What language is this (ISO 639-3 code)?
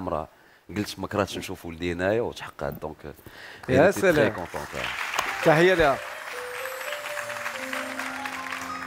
ary